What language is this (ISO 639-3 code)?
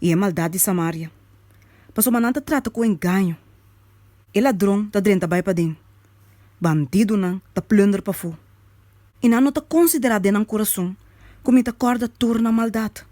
pap